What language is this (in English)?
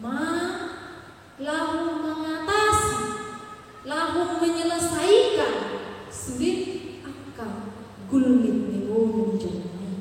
Batak Toba